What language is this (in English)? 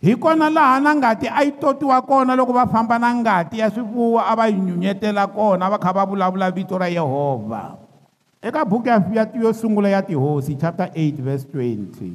Tsonga